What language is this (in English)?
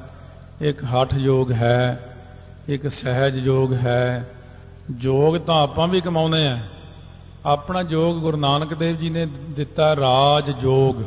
Punjabi